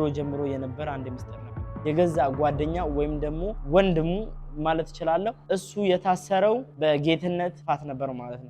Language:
Amharic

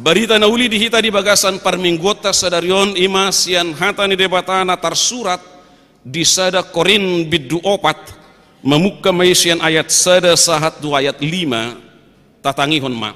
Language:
Batak Toba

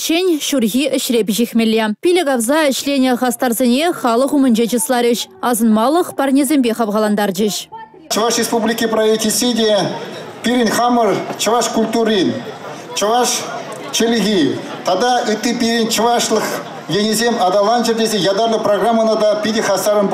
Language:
Chuvash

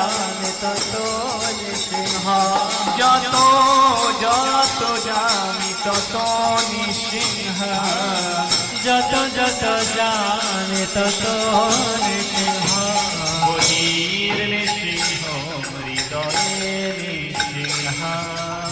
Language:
Bangla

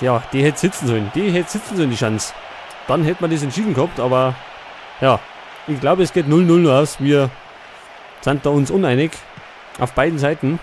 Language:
Bavarian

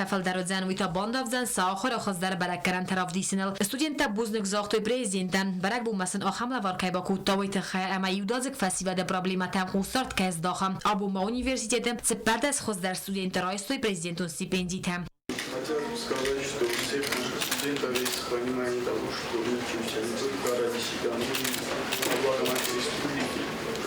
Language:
Ossetic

